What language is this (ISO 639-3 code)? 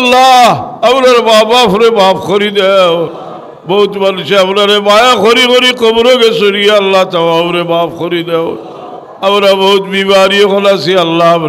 syl